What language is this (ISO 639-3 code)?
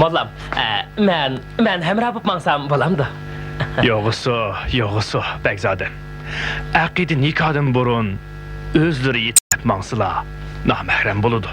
uig